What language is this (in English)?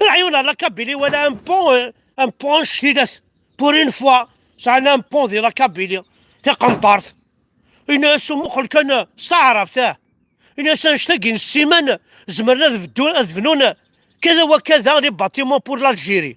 Kabyle